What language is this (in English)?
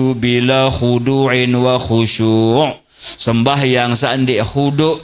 Sasak